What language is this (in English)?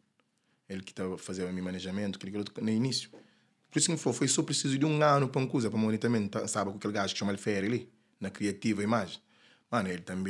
Kabuverdianu